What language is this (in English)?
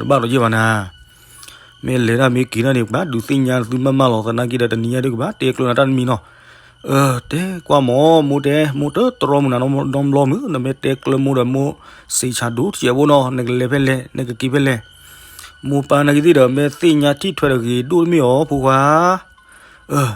S'gaw Karen